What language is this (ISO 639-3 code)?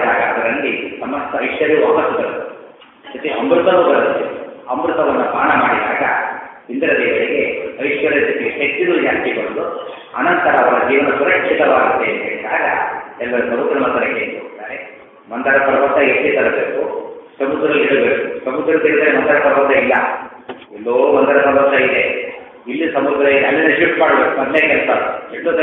kan